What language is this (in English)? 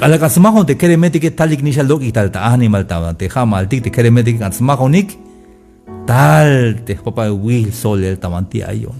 Tzeltal